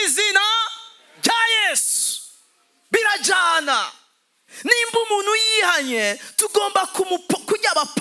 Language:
Rundi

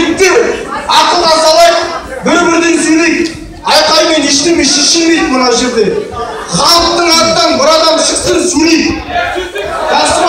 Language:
Kazakh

